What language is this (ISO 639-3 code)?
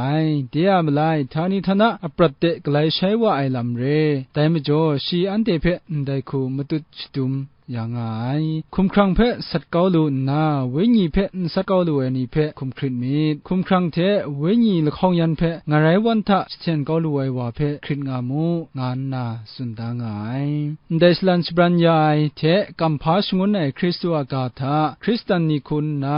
kac